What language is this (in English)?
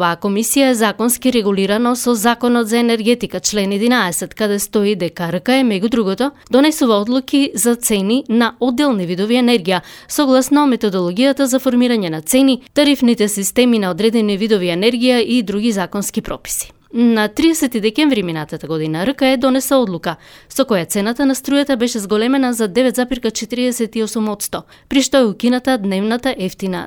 Macedonian